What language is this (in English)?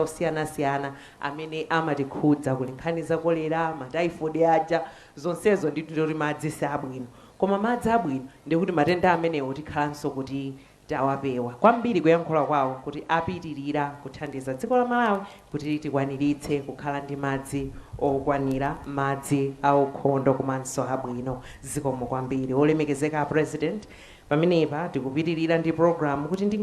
Nyanja